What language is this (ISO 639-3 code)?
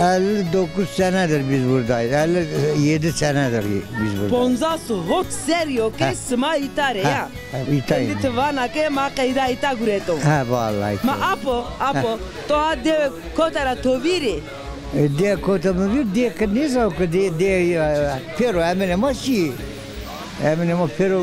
zza